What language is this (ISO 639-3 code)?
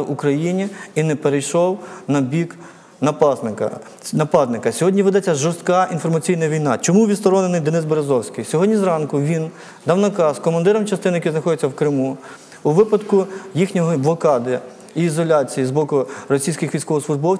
ukr